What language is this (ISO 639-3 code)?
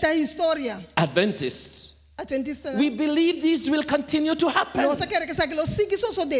pap